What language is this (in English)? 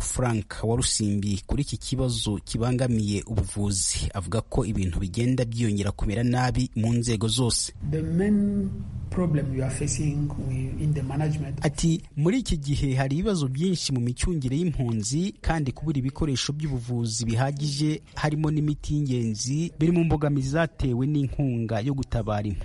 Kinyarwanda